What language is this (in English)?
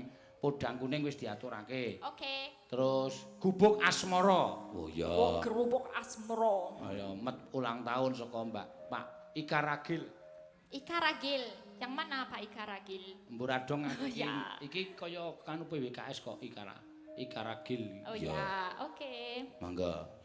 Javanese